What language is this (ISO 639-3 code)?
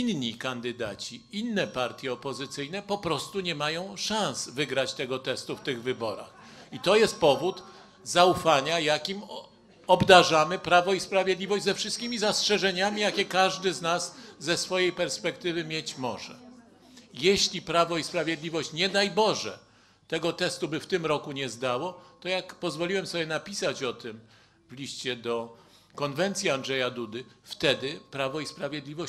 pol